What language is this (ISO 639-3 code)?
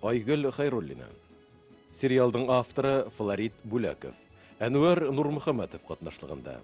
bak